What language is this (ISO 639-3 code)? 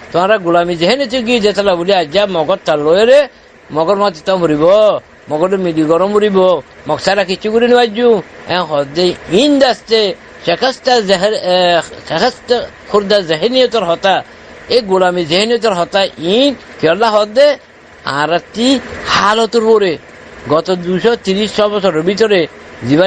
rhg